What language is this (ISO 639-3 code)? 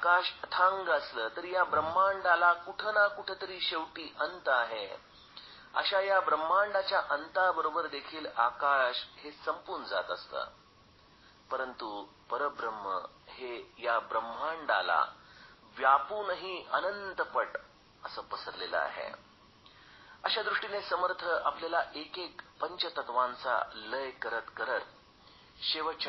mar